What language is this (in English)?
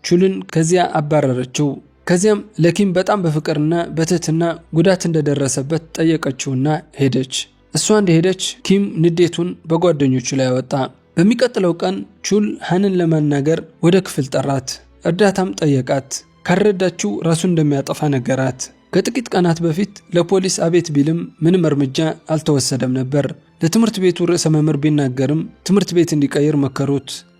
Amharic